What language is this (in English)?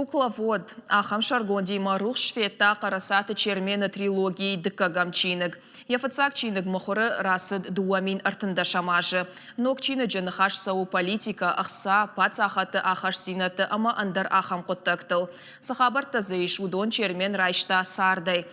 Ossetic